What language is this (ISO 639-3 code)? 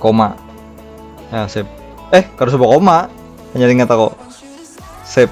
bjn